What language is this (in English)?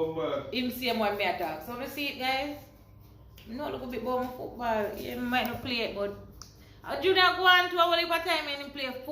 Jamaican Creole English